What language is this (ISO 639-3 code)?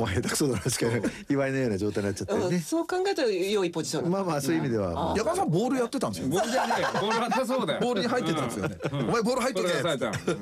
jpn